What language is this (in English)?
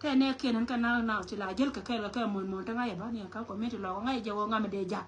Nuer